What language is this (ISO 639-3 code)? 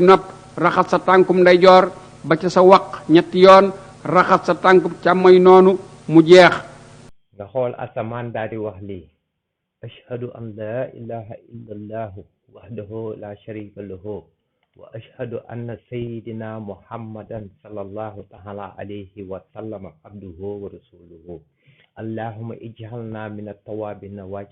wol